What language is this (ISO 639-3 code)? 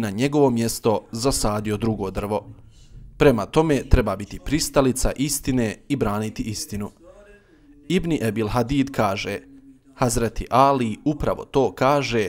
bos